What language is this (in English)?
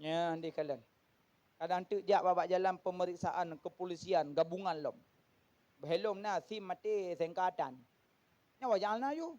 Achinese